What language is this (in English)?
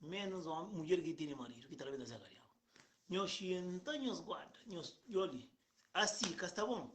Kabuverdianu